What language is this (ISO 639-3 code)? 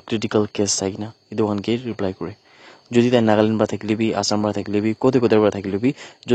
nag